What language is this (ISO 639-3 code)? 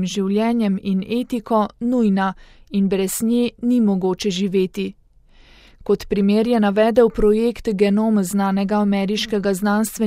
slv